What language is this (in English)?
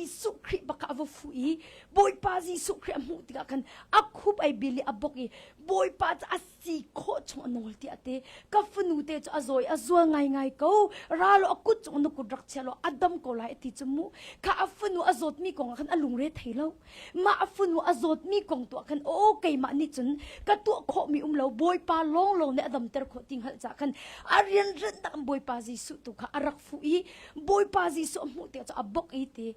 Hakha Chin